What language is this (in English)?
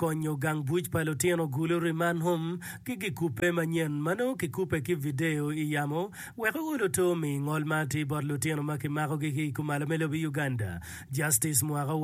Acoli